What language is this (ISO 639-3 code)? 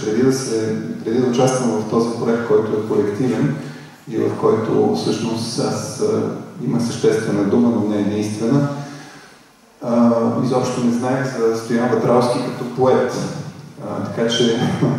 bul